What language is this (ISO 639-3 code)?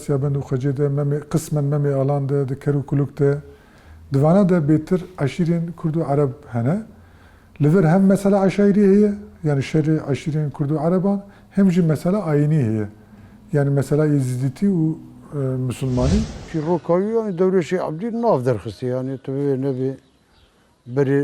kur